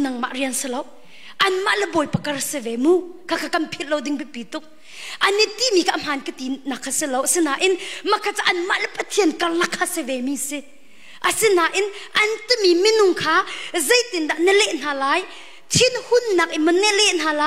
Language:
Hakha Chin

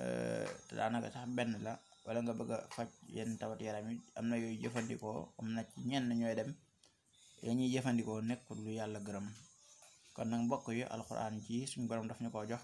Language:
Wolof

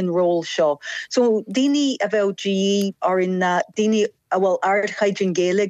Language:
Irish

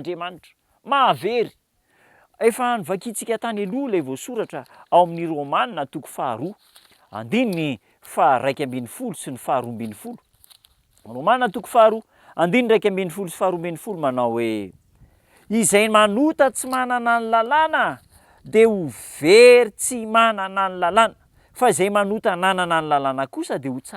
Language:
Malagasy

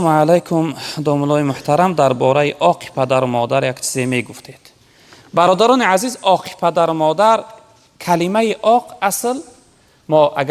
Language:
Tajik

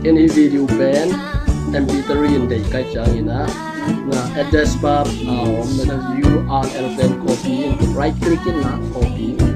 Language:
Tedim Chin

